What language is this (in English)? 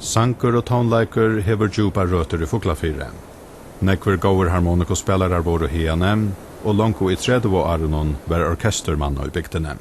Faroese